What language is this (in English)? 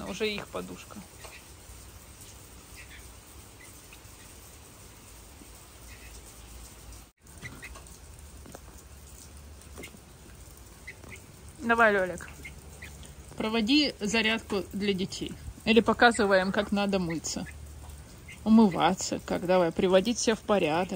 Russian